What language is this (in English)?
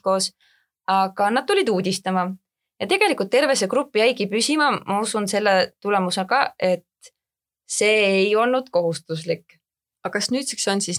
Estonian